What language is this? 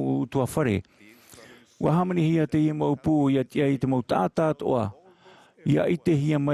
Tahitian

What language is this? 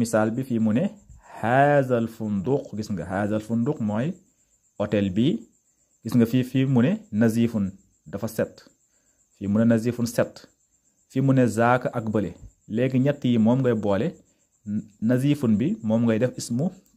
Wolof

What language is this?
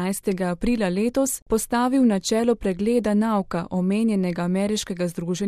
Slovenian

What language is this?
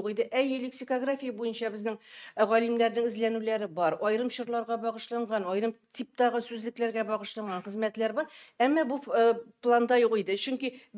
Tatar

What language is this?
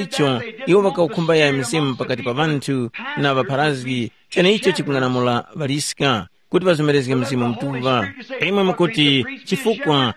Tumbuka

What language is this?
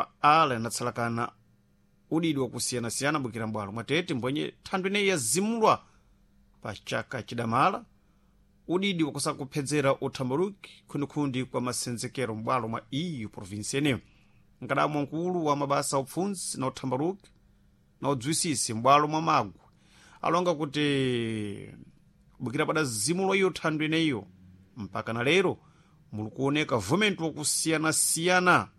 Sena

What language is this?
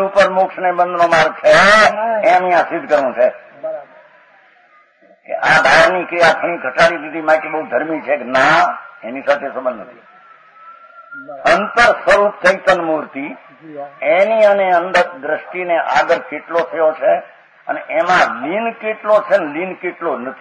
Gujarati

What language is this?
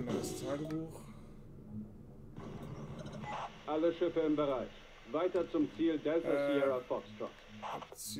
German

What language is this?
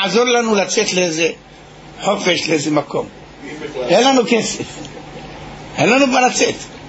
Hebrew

